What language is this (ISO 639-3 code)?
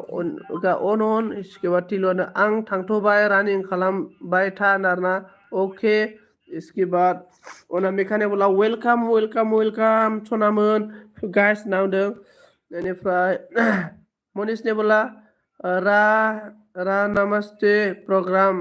brx